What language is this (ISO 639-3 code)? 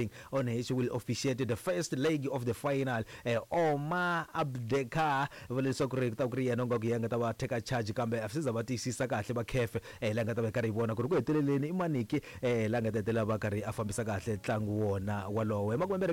tso